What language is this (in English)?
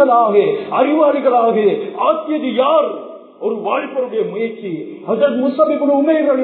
Tamil